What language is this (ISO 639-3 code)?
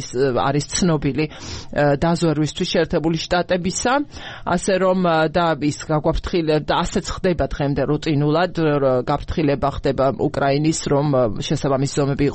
kat